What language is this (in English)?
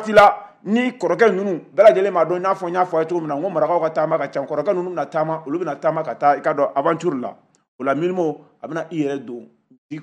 Bambara